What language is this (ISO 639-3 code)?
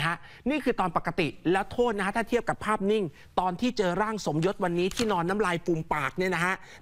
tha